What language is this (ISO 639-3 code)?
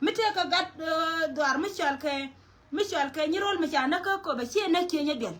nus